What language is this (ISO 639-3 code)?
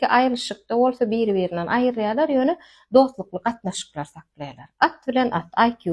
tuk